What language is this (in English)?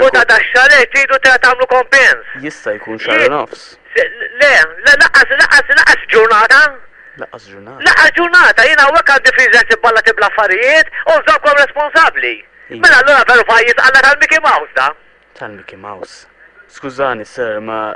Maltese